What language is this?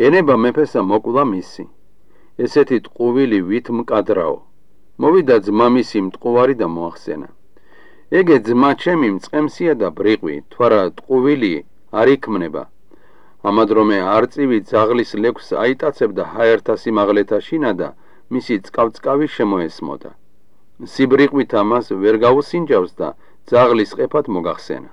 Georgian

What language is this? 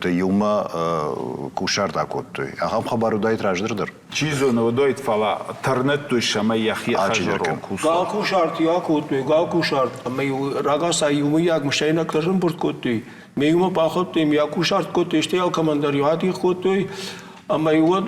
Ossetic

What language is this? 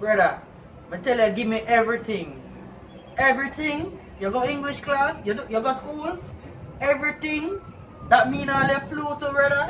Jamaican Creole English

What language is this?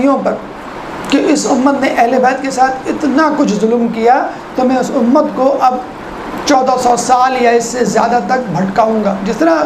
Urdu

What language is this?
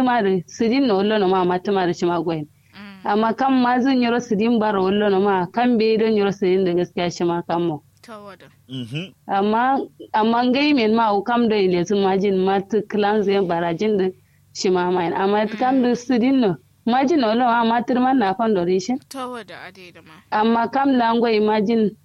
Kanuri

